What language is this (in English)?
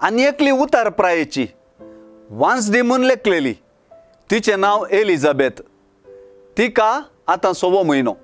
Konkani